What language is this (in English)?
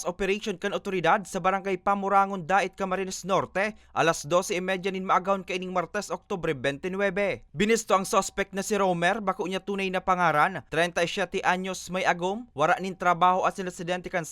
Bikol